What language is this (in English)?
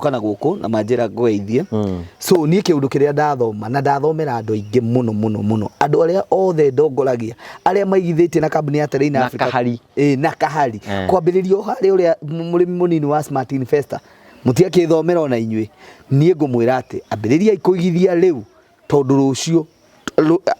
Kikuyu